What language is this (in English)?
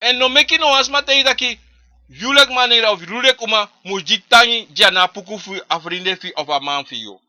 Sranan Tongo